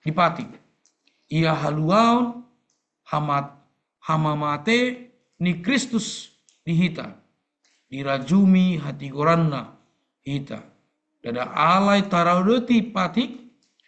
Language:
Batak Toba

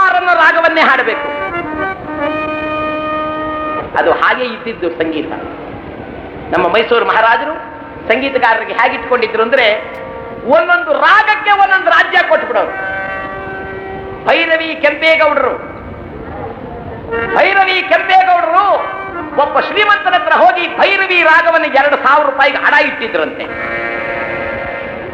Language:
Kannada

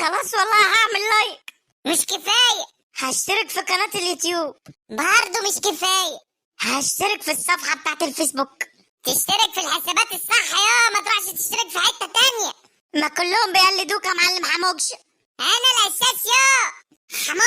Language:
Egyptian Arabic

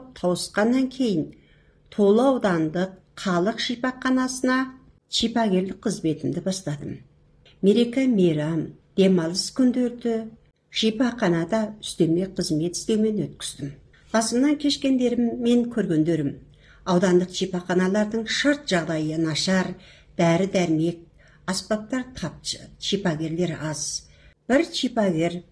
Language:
Kazakh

